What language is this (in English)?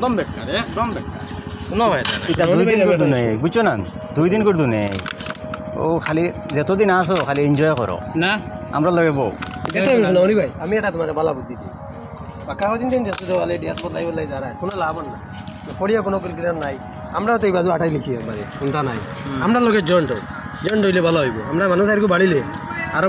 Sylheti